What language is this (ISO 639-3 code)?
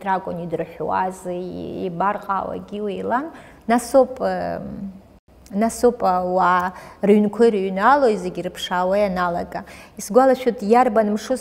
abk